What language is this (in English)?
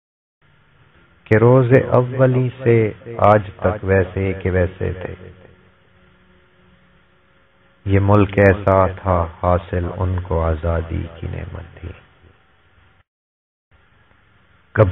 Urdu